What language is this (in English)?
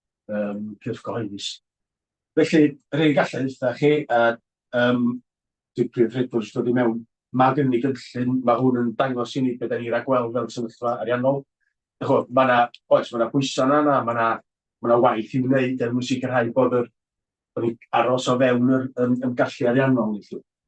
Welsh